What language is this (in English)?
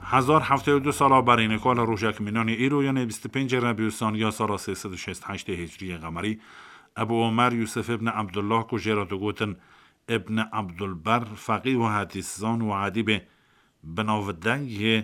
Kurdish